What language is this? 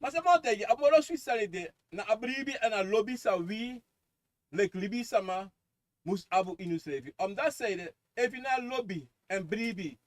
Sranan Tongo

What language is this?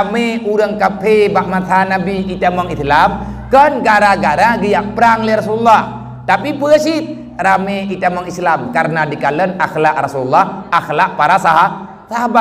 Achinese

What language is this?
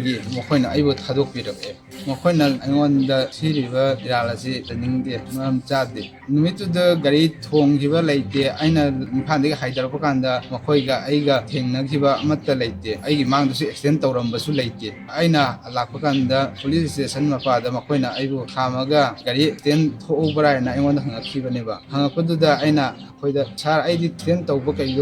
Manipuri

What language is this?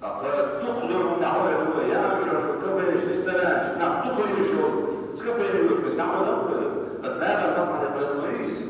Chechen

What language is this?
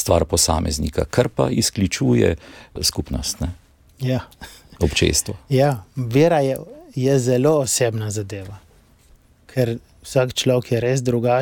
Slovenian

